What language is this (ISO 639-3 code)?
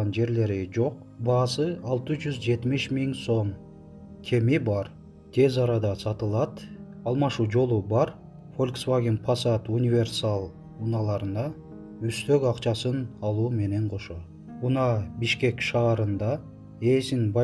kir